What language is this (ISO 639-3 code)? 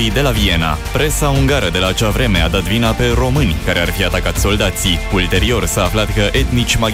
ron